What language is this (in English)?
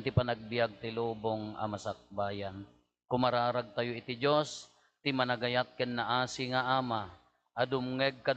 Iloko